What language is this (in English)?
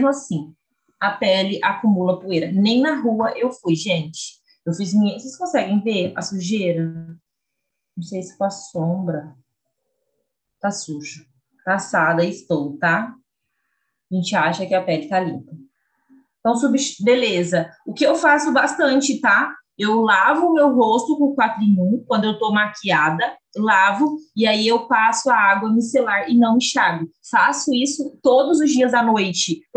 Portuguese